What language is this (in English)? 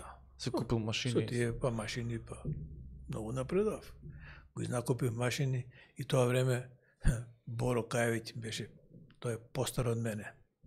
Macedonian